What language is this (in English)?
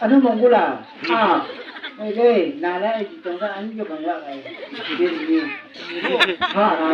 Chang Naga